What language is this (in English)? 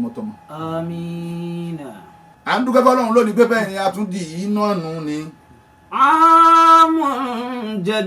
Yoruba